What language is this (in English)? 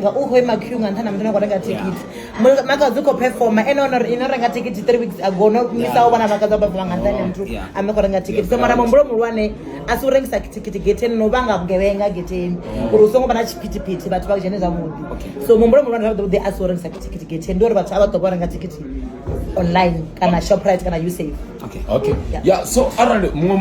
Venda